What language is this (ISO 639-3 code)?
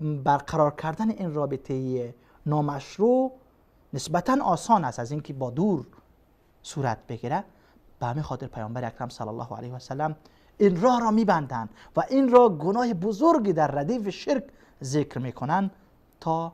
fas